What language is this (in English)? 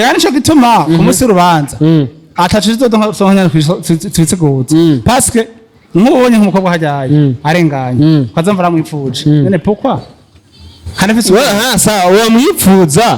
Rundi